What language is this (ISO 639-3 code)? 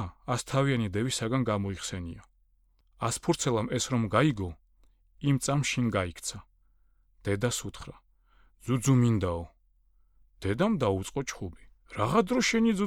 kat